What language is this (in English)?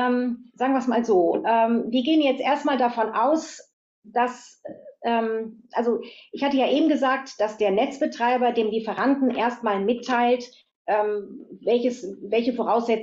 German